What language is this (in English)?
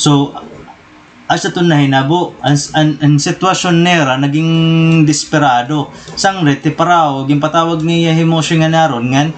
Waray